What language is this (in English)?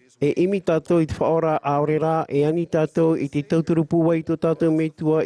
Tahitian